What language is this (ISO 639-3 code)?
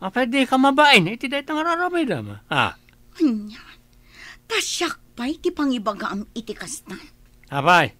ilo